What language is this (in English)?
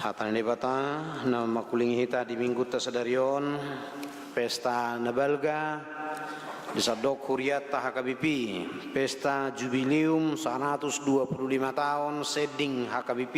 Batak Toba